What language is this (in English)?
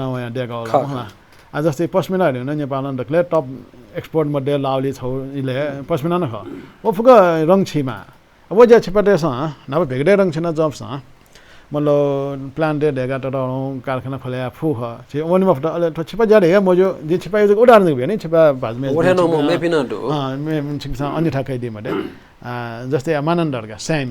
Newari